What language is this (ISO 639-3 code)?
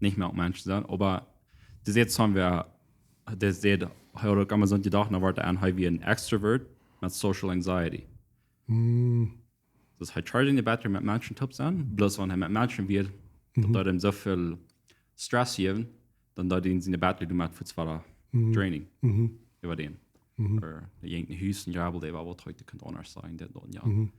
pdt